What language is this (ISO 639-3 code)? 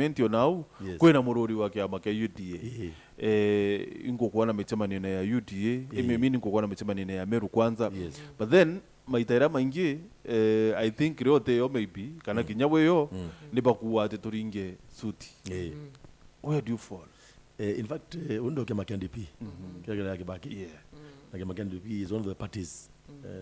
mer